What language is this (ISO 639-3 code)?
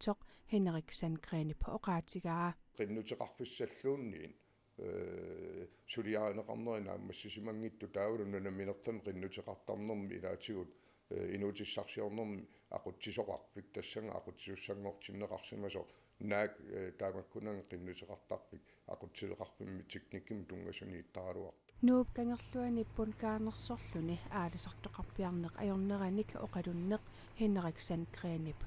kal